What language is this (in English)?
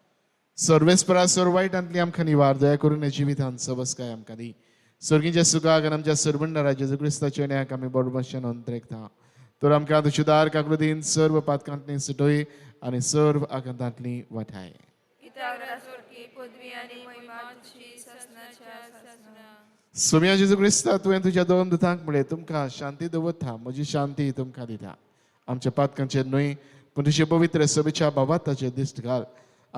Konkani